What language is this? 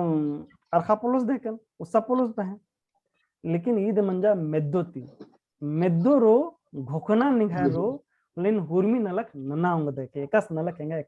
Kurukh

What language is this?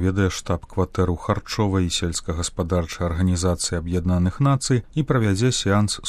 Belarusian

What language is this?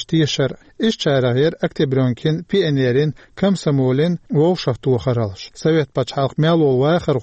Chechen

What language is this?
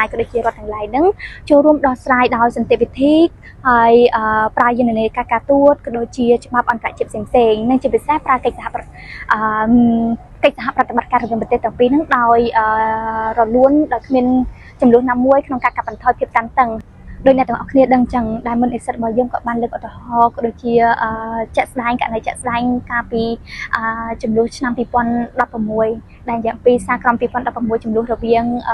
Khmer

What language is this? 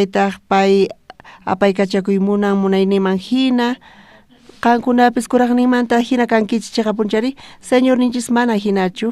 South Bolivian Quechua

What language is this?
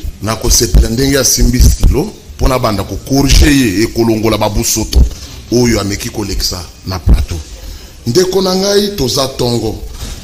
Lingala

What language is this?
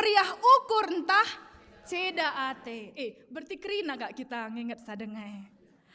Batak Karo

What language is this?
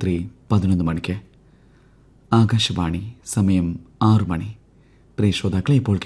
Malayalam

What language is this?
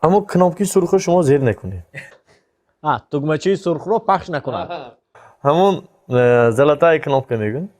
Tajik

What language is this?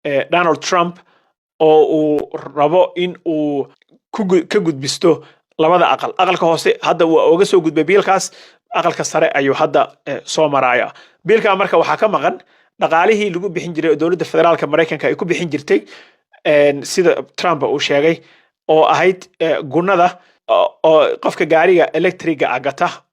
Somali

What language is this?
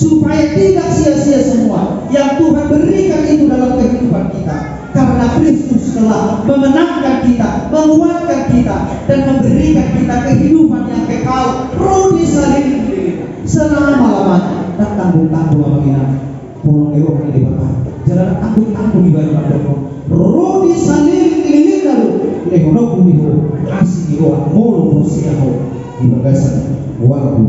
Batak Toba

